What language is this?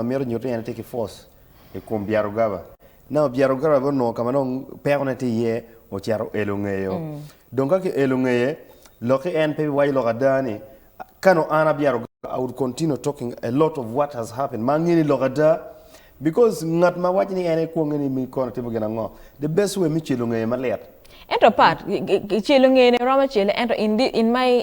Acoli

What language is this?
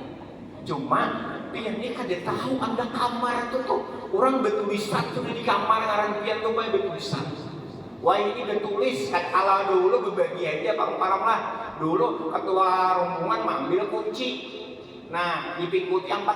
Banjar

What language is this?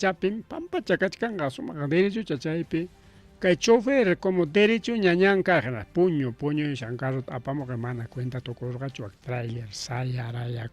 Ayacucho Quechua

